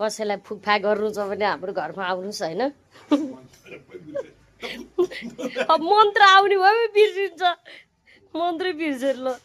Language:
Nepali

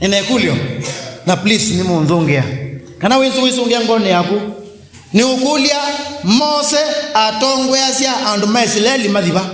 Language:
Kamba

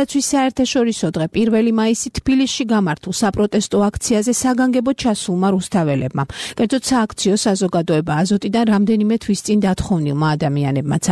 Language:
Georgian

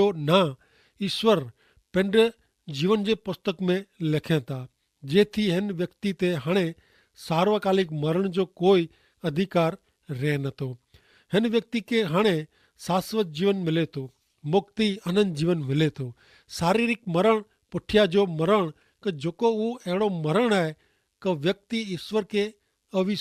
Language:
Kachhi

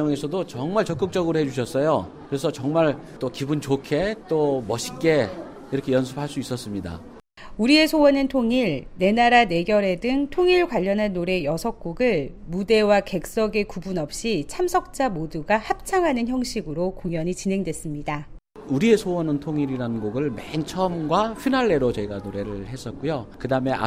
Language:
Korean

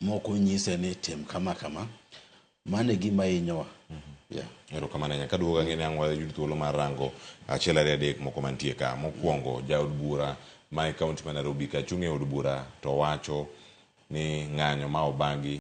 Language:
Luo (Kenya and Tanzania)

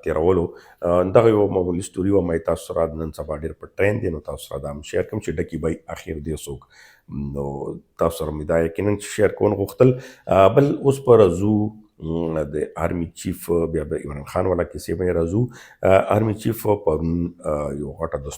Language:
Pashto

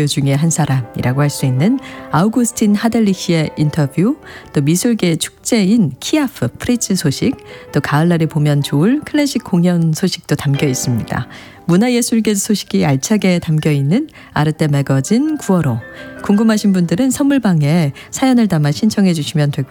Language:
Korean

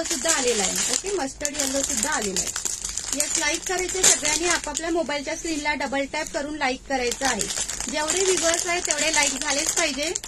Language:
Marathi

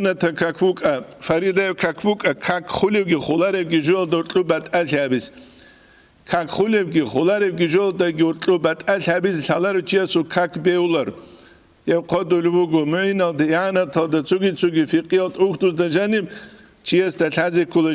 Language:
Avaric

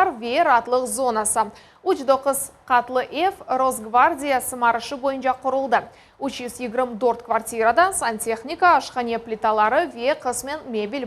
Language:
Crimean Tatar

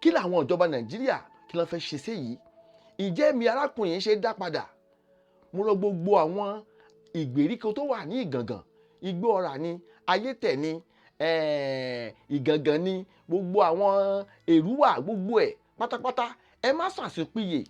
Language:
Yoruba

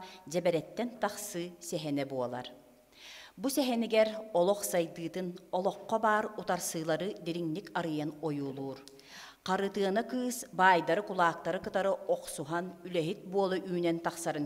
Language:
Yakut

